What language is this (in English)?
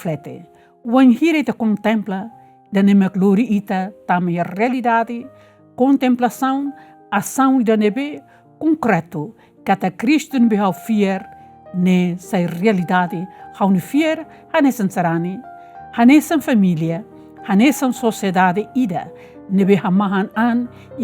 Tetum